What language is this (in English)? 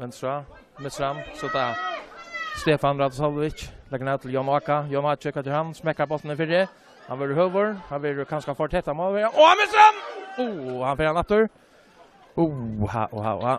Faroese